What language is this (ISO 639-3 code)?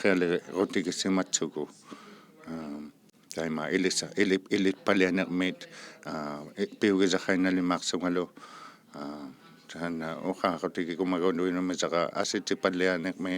iku